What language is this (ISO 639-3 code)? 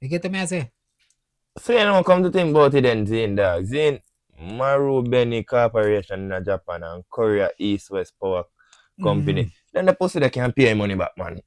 jam